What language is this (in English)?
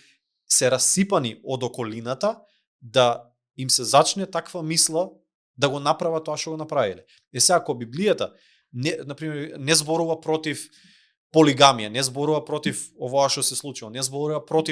Macedonian